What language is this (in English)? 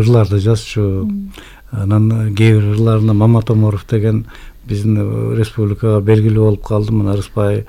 Kyrgyz